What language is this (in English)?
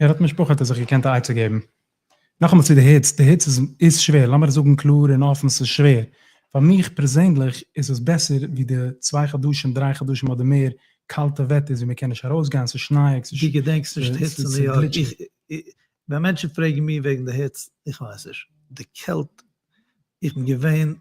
Yiddish